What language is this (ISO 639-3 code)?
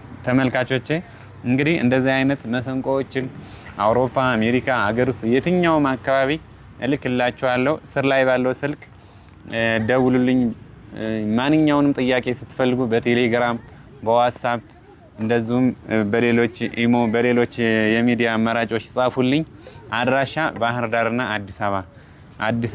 amh